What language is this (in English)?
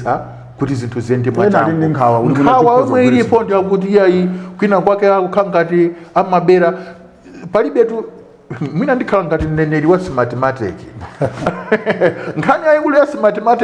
Nyanja